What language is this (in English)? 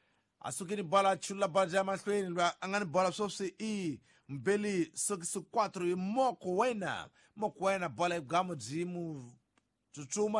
Tsonga